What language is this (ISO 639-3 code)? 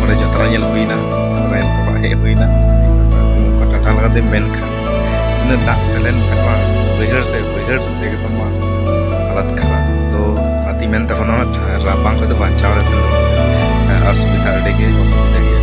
sat